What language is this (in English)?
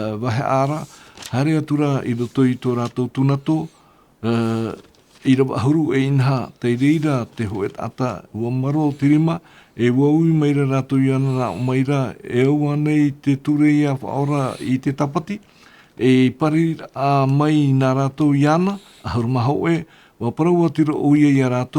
Tahitian